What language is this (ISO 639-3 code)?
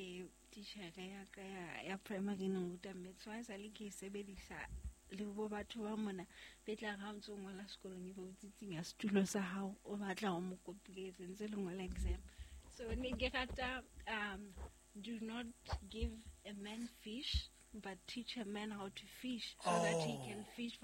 sot